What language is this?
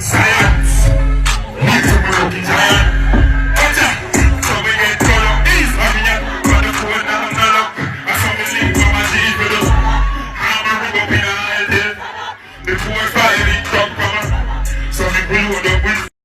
Jamaican Creole English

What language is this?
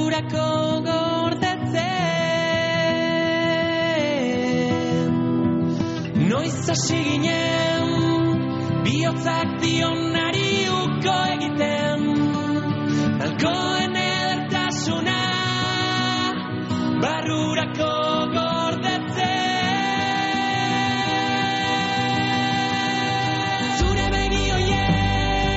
Basque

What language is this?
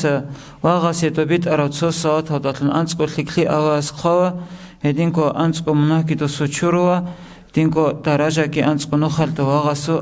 Avaric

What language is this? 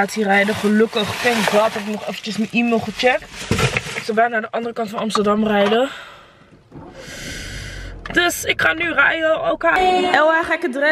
Dutch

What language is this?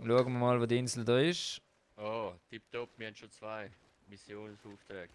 Swiss German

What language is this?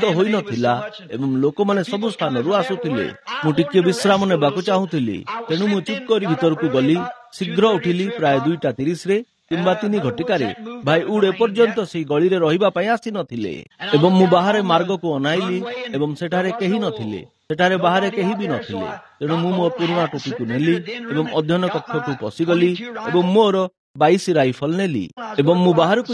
Odia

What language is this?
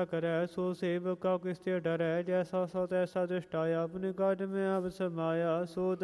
Punjabi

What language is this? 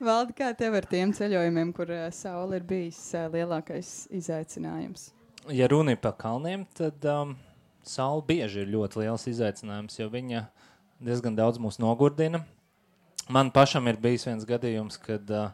Latvian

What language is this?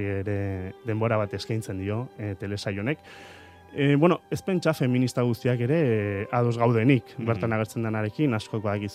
Basque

